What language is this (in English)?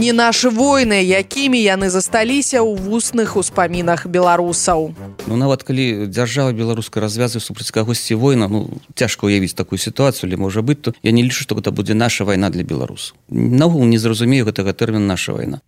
Belarusian